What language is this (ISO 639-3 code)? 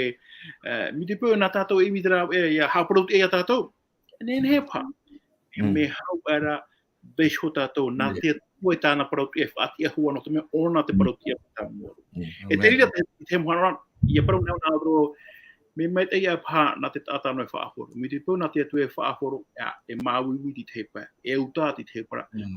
tah